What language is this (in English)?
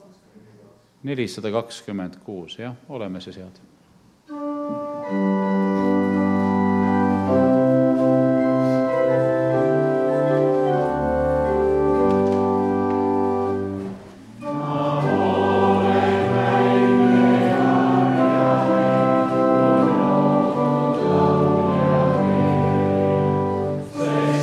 Estonian